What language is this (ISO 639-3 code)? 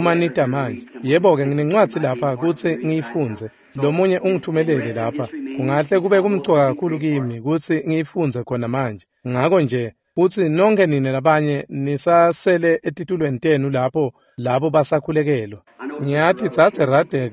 ssw